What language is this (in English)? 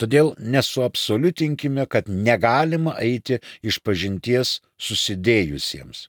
Lithuanian